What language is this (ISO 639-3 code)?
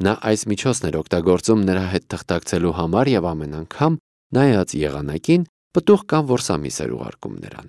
hye